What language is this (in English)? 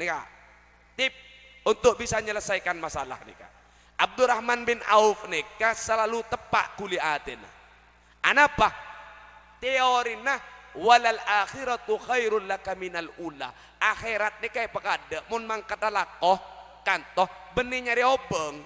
Madurese